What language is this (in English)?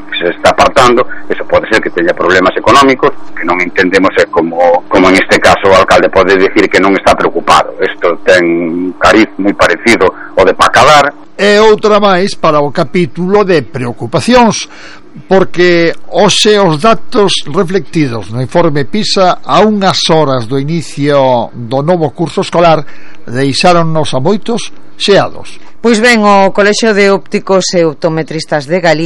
Galician